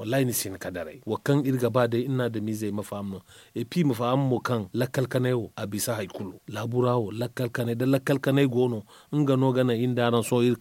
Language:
Zarma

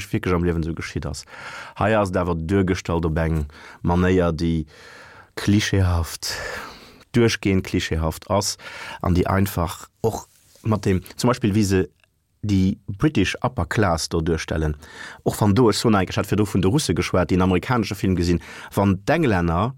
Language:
Luxembourgish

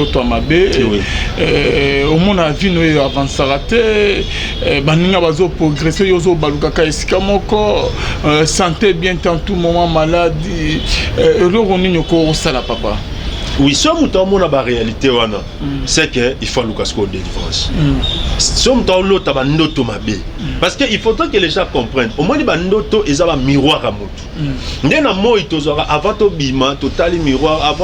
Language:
Lingala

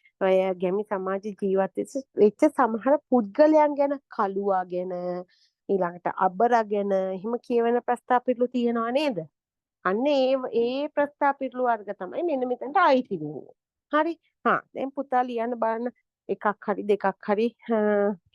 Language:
Sinhala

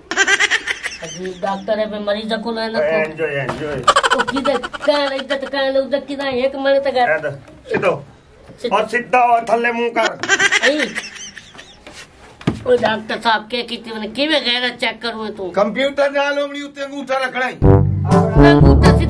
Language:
Punjabi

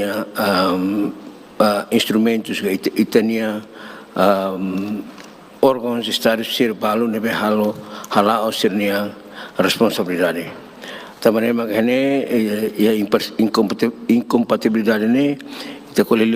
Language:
Tetum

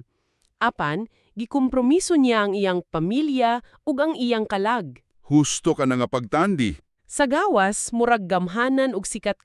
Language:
Cebuano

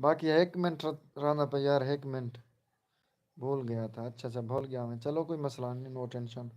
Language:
Saraiki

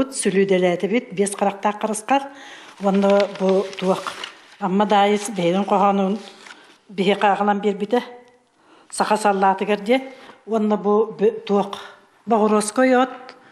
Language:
Yakut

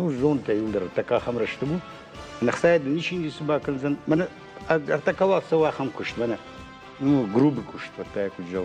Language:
Ossetic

